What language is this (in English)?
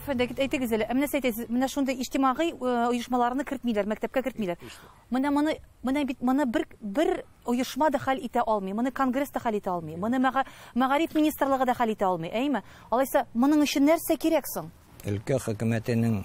Tatar